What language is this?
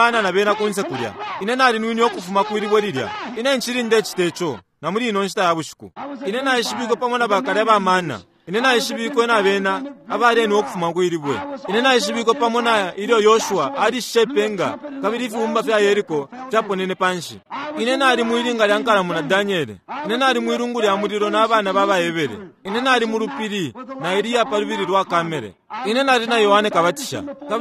Bemba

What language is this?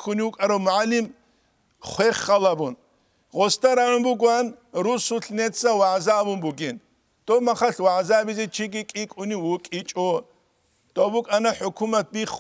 Avaric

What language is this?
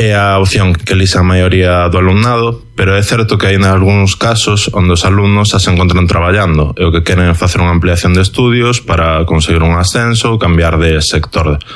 Galician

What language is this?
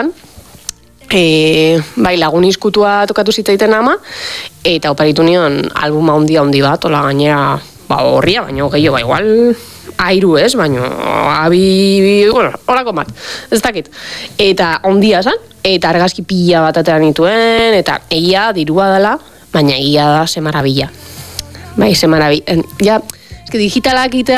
Basque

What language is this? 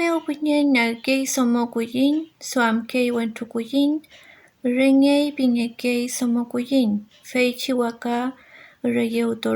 Mapuche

